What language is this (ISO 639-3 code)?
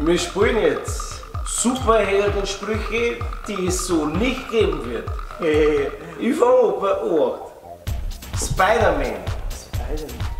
bar